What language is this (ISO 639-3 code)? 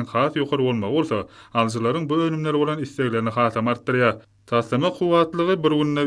tuk